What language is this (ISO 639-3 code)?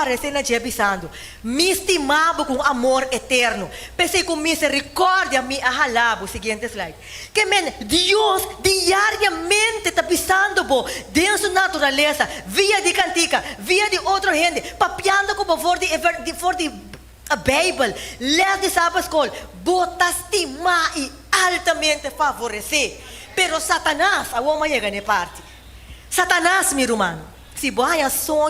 pap